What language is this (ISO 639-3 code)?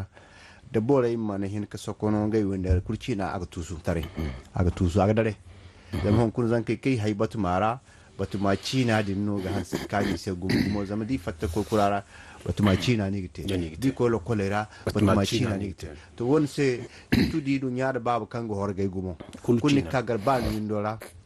dje